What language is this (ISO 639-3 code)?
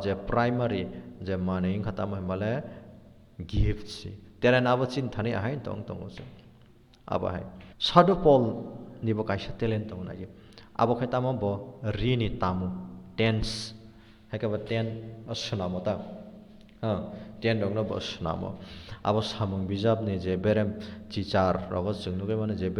trp